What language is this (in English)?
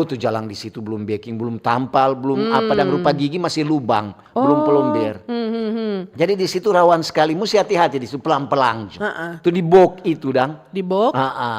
Manado Malay